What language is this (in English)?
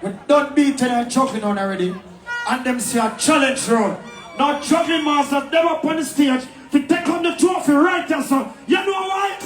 Jamaican Creole English